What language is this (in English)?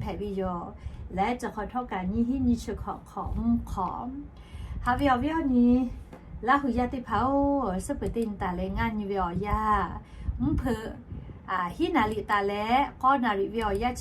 Lahu